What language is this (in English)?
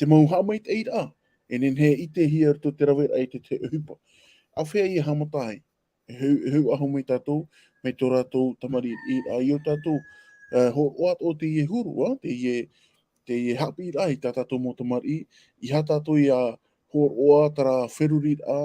Tahitian